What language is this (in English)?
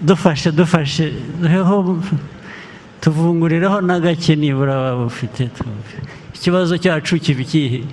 Kinyarwanda